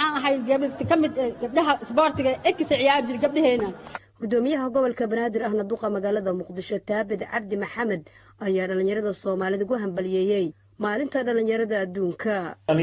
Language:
Somali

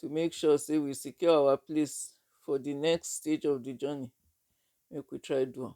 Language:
Nigerian Pidgin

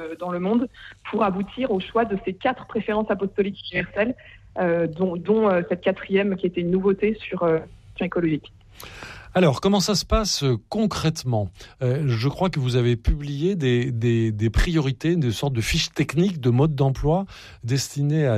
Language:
French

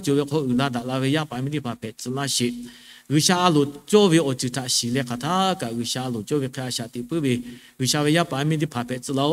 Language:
Lahu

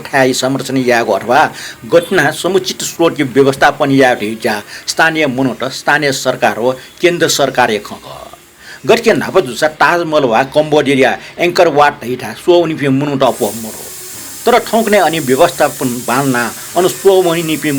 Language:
Newari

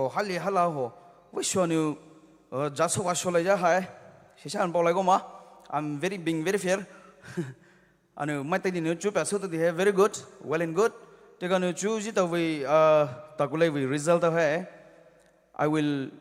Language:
Poumei Naga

